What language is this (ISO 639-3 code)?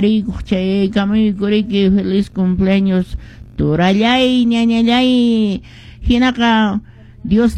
que